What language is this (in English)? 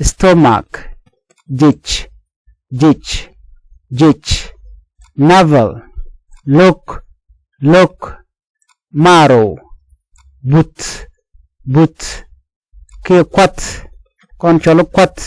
Nuer